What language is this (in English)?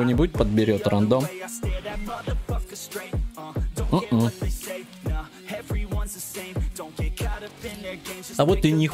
Russian